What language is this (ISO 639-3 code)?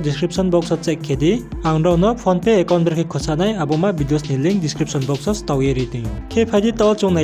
ria